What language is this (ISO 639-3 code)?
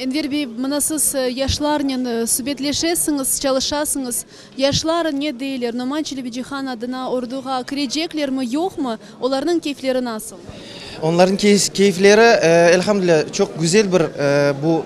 crh